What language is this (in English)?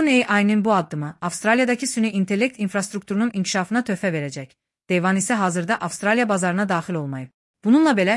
Azerbaijani